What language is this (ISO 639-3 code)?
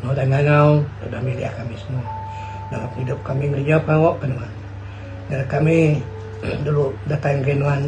iba